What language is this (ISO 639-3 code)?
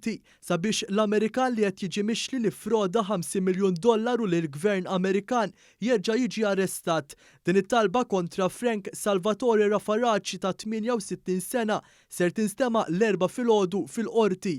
mlt